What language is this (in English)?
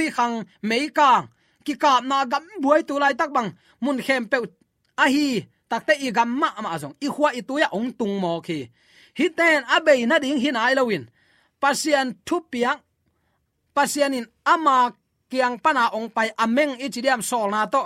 Tedim Chin